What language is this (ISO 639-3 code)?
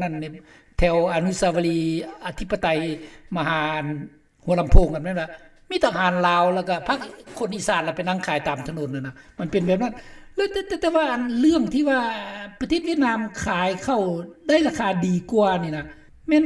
lao